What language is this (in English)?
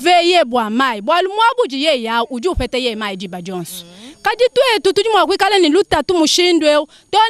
Luba-Lulua